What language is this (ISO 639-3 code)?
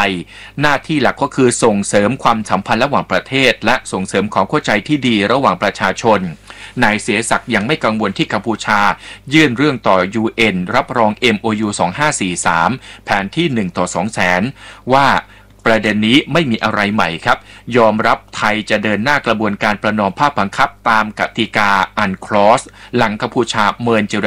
tha